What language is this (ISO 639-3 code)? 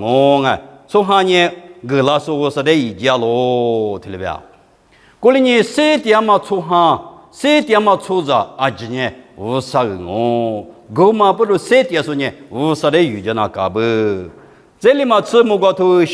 lis